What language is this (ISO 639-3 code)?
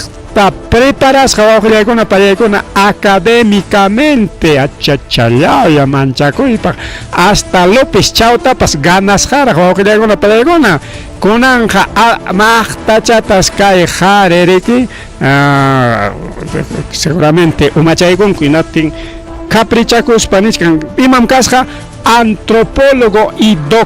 quy